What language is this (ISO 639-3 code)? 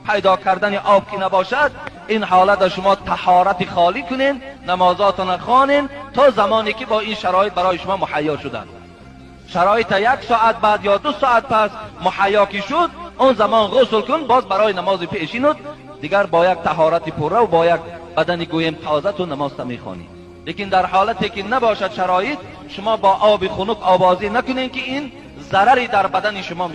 tgk